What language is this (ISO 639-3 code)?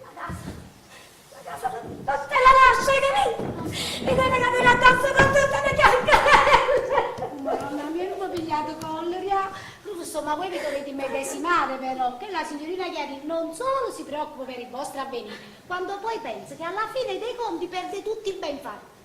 nap